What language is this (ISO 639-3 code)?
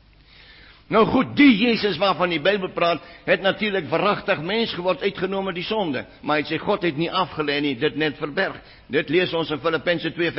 afr